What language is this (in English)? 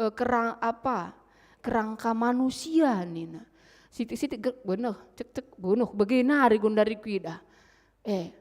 Batak Karo